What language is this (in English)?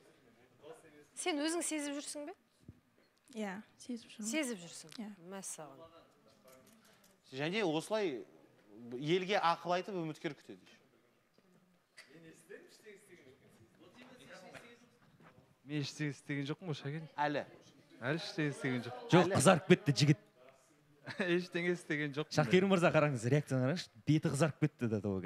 Kazakh